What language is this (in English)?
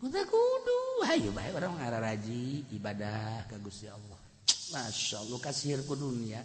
Sundanese